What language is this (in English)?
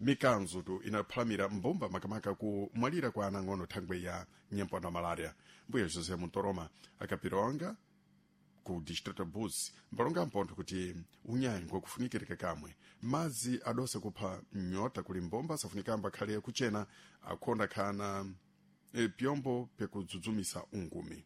Sena